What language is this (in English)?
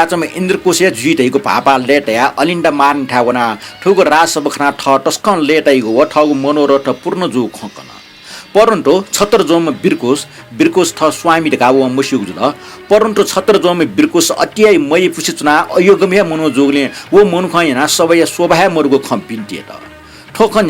Newari